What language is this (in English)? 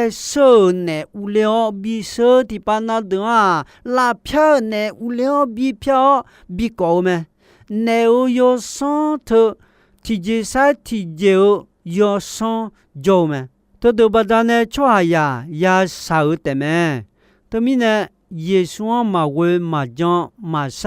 Akha